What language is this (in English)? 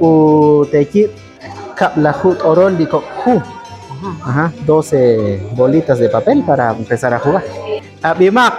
Kekchí